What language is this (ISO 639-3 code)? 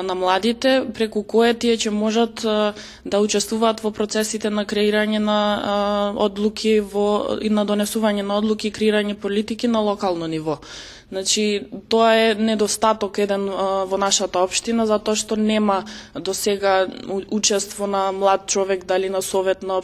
mkd